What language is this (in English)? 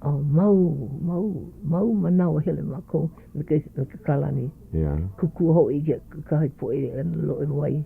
Hawaiian